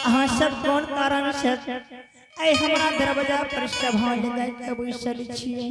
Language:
Angika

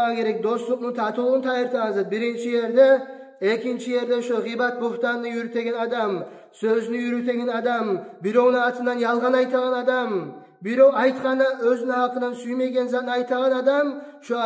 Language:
Kumyk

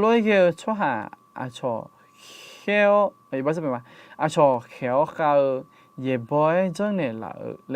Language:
Akha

